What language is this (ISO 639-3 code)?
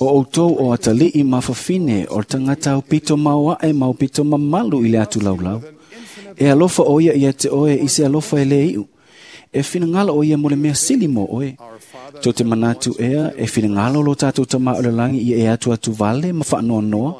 smo